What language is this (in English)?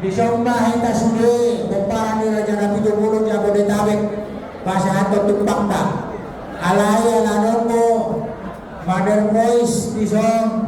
Batak Toba